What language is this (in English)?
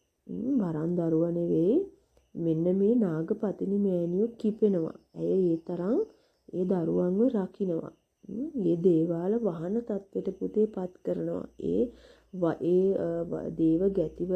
Sinhala